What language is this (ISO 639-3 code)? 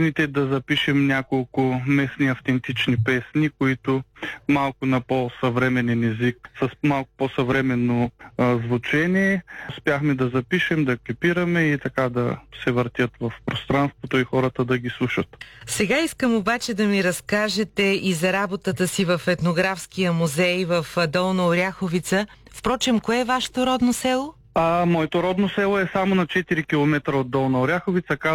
bul